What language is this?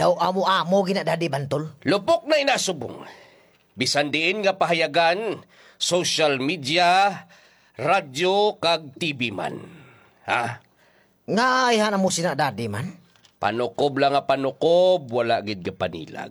Hiligaynon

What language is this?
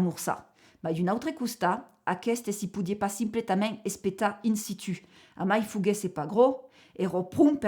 Occitan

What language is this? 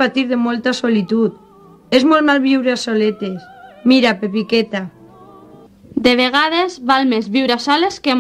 Catalan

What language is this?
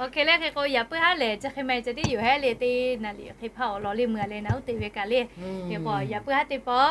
Lahu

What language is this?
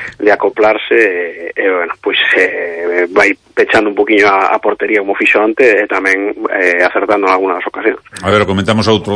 Galician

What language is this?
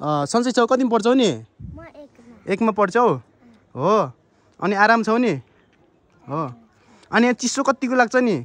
Nepali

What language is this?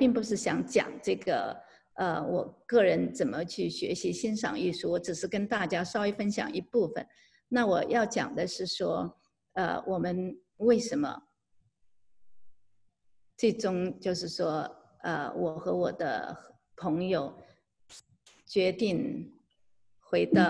Chinese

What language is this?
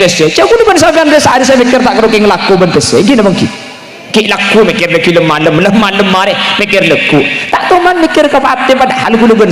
Madurese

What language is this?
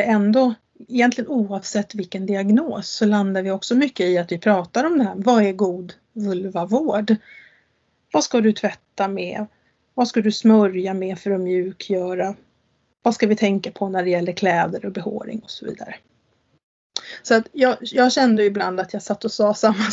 Swedish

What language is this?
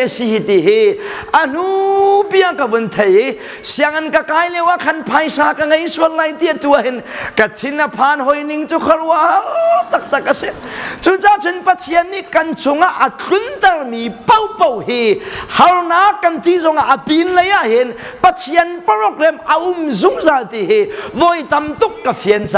Hakha Chin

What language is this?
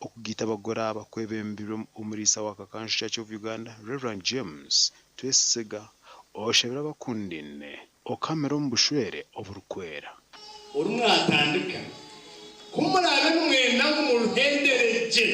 Nyankole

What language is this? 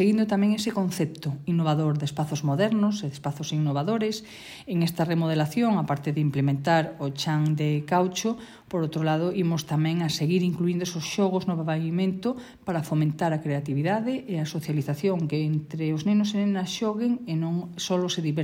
Galician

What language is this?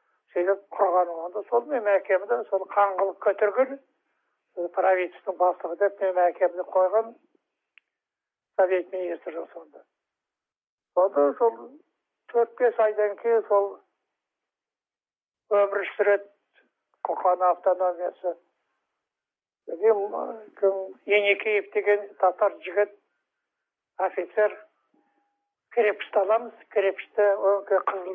Kazakh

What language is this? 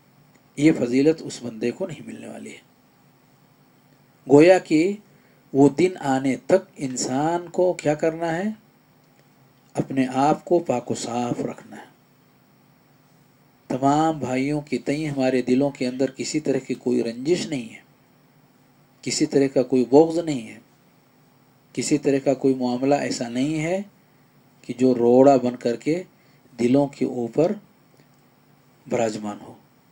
Urdu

